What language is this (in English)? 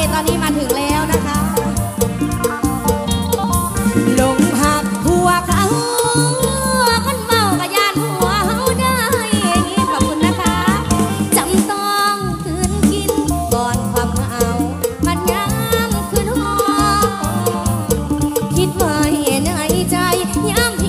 Thai